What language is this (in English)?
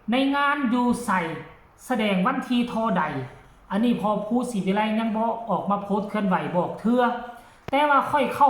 Northeastern Thai